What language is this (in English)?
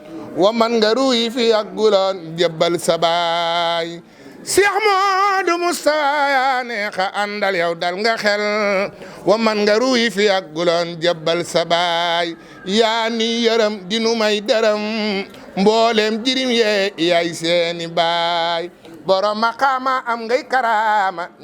Wolof